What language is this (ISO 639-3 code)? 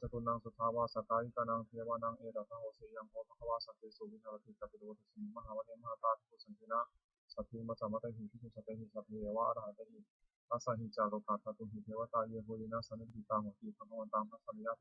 pli